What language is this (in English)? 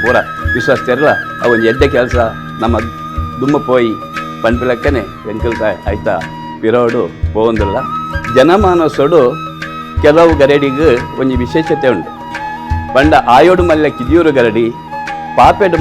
Tulu